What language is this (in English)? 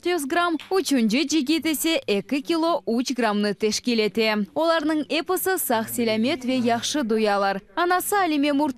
Crimean Tatar